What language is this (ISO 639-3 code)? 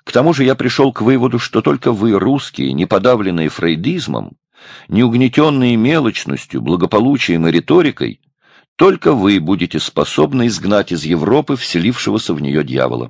rus